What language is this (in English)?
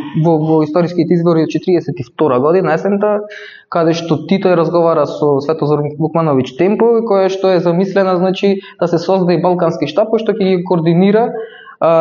Macedonian